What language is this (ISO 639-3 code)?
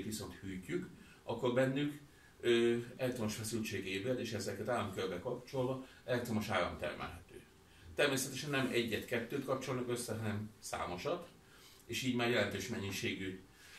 hun